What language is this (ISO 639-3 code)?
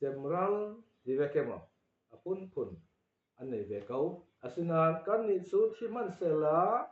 cfm